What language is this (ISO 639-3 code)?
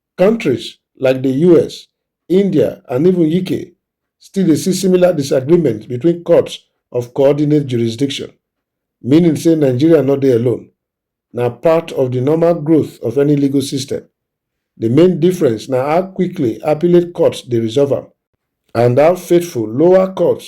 pcm